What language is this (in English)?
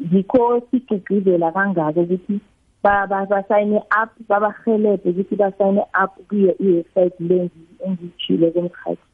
South Ndebele